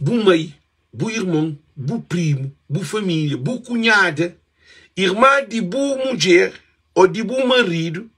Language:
Kabuverdianu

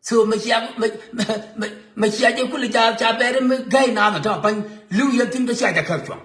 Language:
Nuer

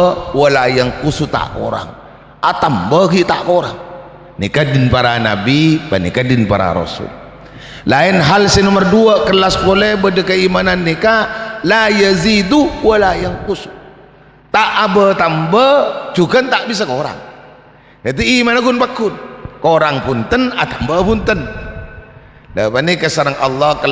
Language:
Madurese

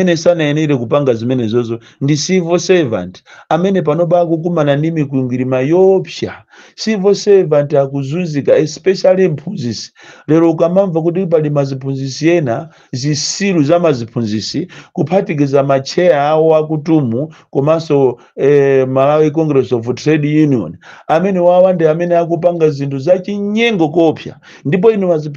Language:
Nyanja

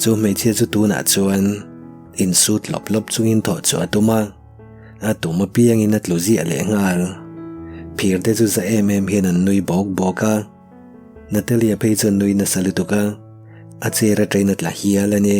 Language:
Mizo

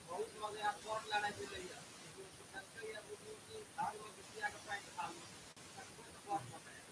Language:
Maithili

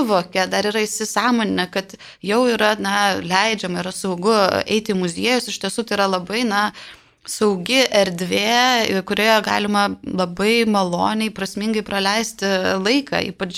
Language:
Lithuanian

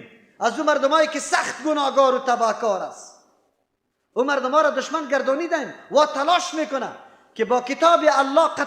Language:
Persian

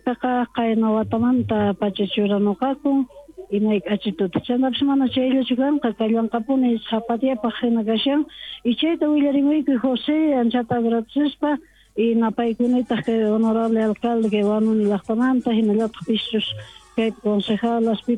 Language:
South Bolivian Quechua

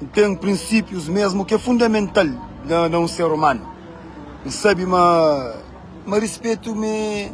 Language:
Kabuverdianu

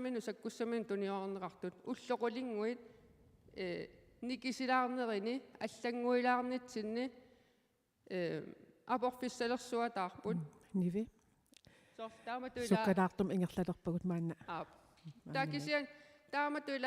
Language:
Kalaallisut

